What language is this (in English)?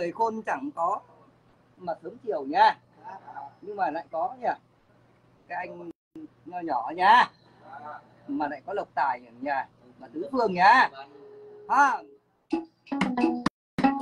Vietnamese